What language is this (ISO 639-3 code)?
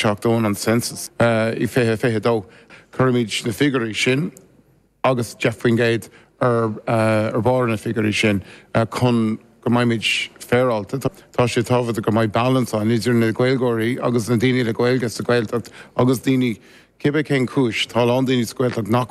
gle